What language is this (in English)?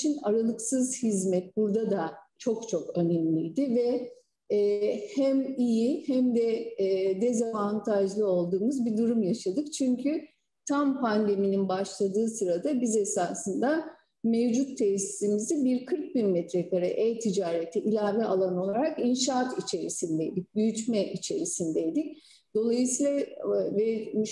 Turkish